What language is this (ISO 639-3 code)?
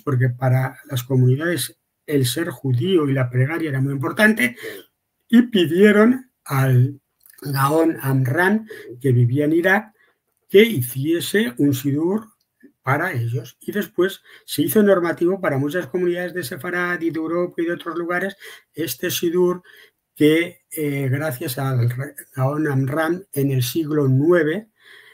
lad